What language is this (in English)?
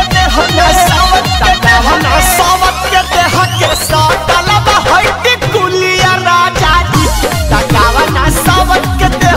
Bhojpuri